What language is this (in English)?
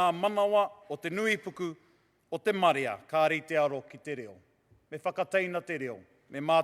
Māori